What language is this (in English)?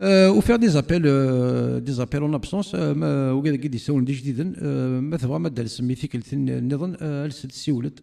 Kabyle